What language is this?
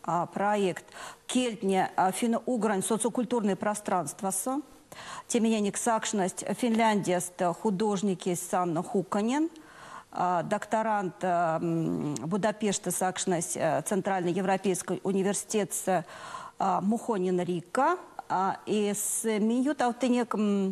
Erzya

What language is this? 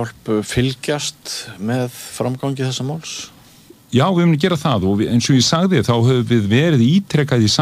Icelandic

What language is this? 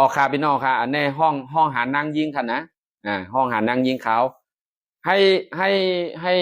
Shan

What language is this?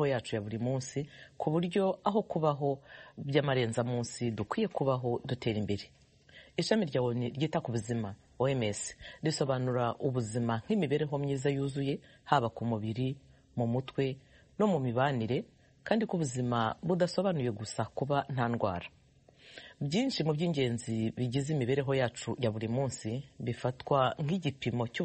Kinyarwanda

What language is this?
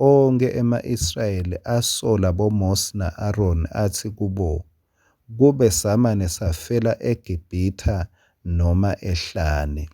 Swati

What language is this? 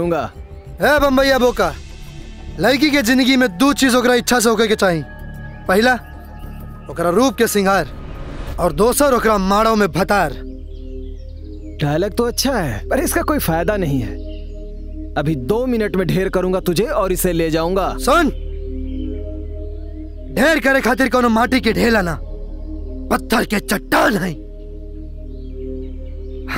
Bhojpuri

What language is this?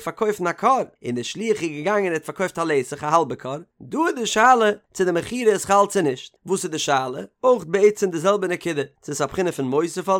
Yiddish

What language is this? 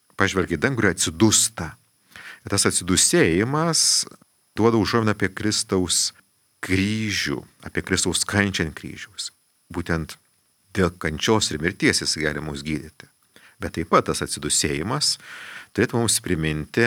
Lithuanian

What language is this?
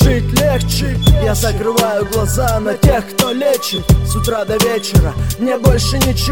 Russian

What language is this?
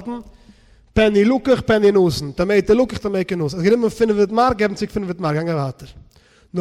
Yiddish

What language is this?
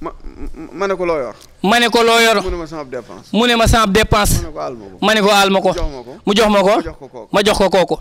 Wolof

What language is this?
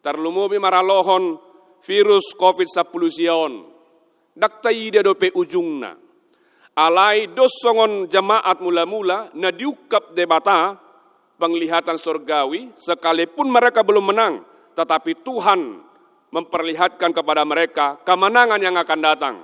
Batak Toba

